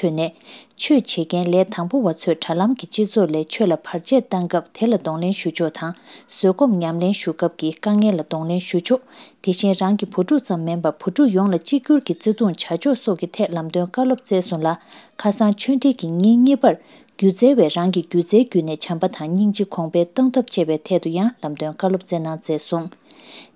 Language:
Tibetan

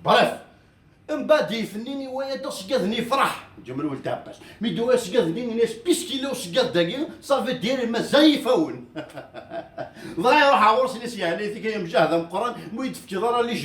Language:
Kabyle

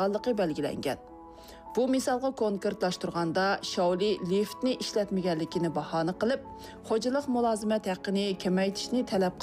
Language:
Uyghur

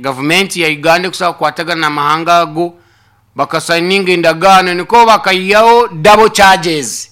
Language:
Nyankole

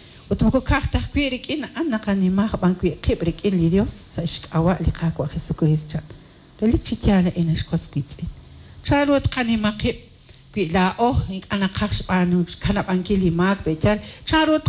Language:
Kekchí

